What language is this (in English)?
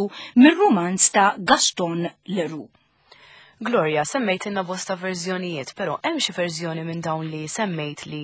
Maltese